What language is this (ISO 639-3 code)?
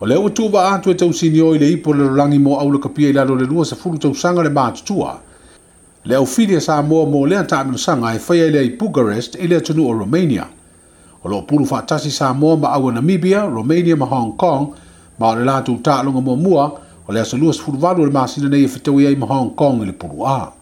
smo